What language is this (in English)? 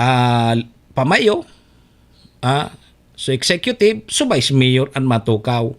Bikol